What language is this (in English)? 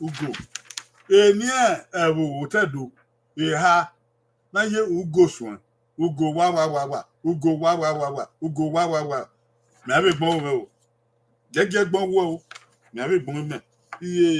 Bini